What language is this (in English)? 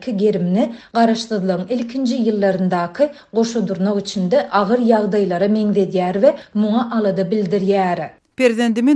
Turkmen